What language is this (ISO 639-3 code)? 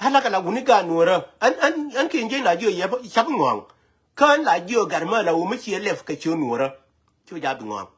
nus